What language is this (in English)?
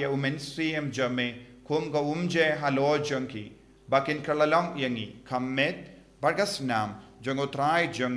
Khasi